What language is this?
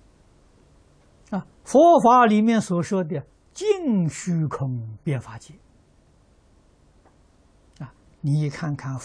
Chinese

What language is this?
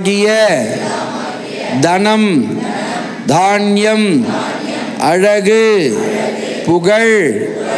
Tamil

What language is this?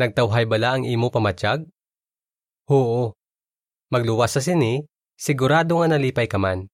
Hiligaynon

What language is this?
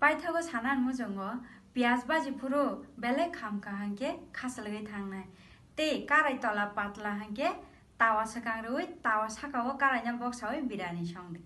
Kok Borok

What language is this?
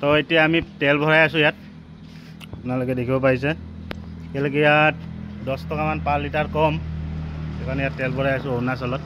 Assamese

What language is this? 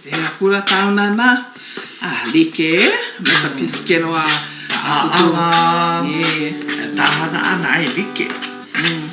Hawaiian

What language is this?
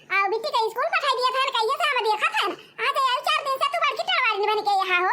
Awadhi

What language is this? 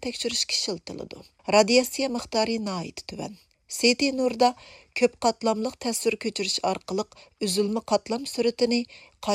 Uyghur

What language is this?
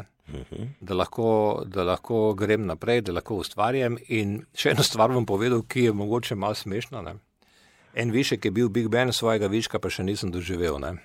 Slovenian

